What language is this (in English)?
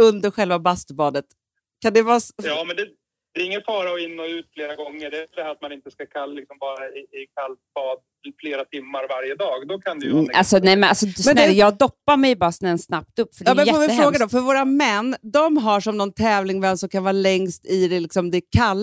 Swedish